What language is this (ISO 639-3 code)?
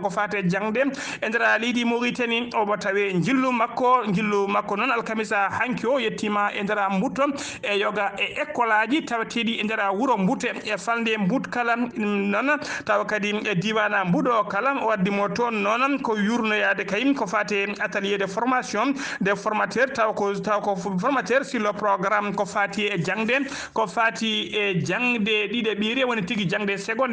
ful